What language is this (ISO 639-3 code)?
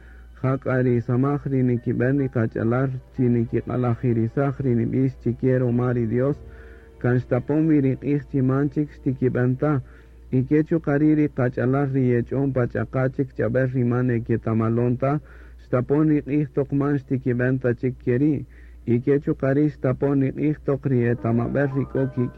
cak